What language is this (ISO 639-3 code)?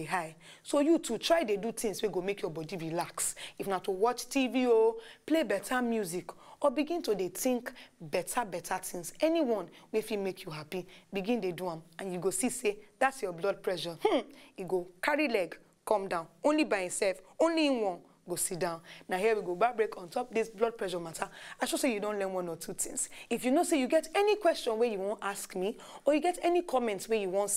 pcm